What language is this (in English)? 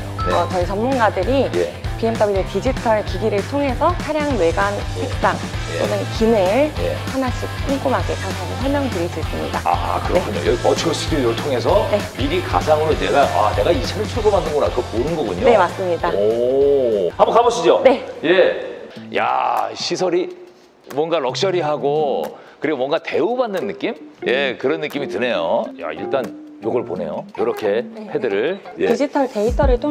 Korean